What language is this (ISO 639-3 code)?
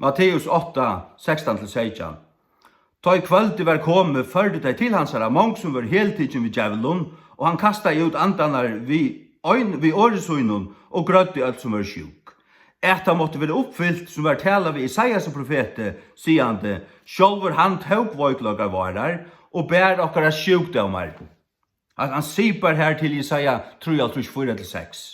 fao